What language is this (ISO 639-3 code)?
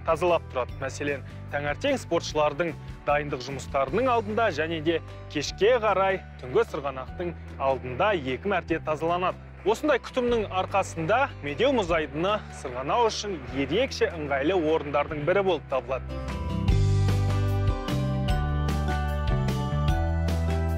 kaz